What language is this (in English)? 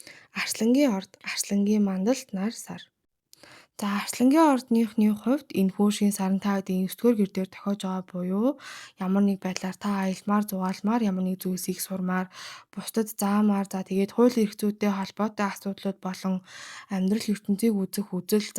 Mongolian